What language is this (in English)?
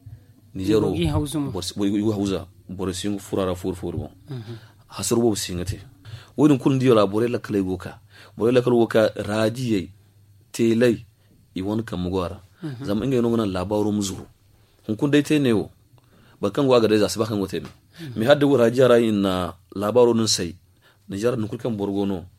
Zarma